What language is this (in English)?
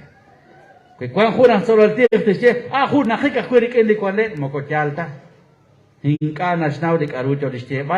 Kekchí